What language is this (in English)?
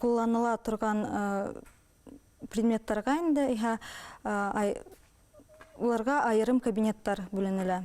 Bashkir